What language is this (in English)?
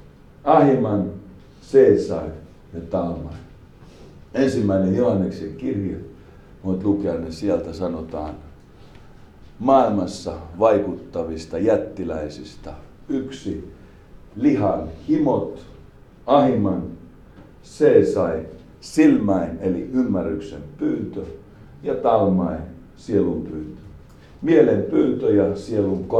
Finnish